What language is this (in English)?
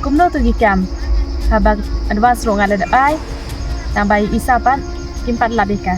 Khasi